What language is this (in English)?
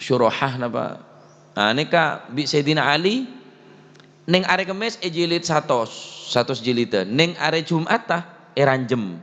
Madurese